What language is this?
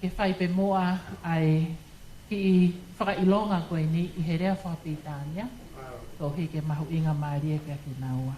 Tongan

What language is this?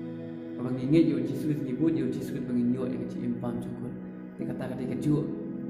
Khasi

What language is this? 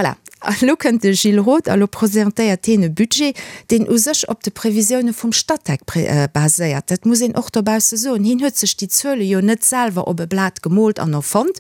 Luxembourgish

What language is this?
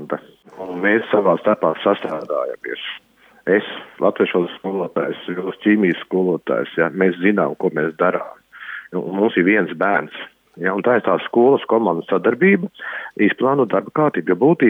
Latvian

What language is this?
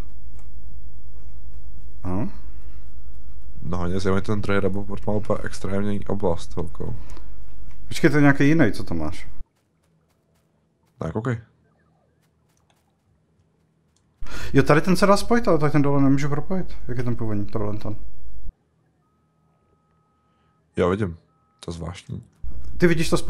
Czech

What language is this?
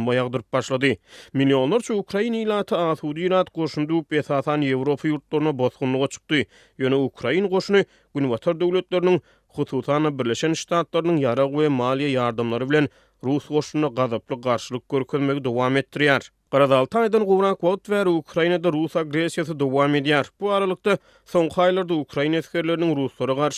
Turkmen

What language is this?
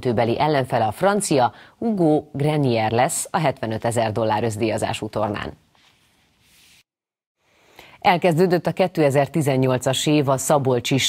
Hungarian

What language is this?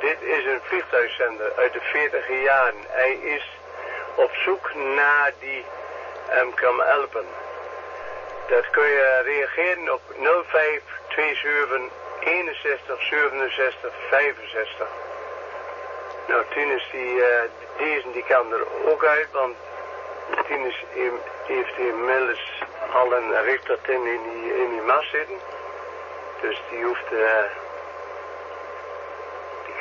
Dutch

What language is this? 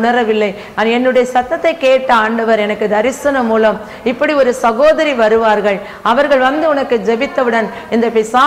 Tamil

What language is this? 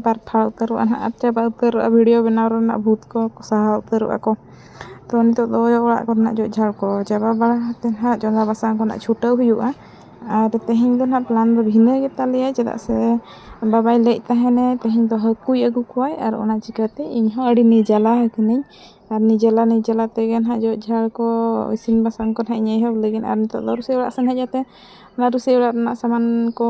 Santali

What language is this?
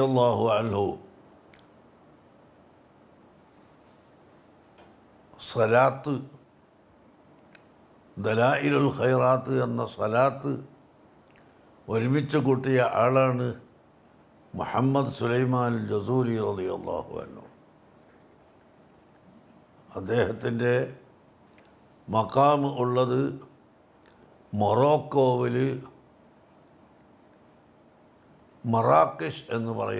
Malayalam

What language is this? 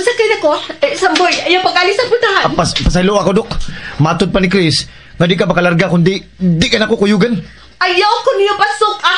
Cebuano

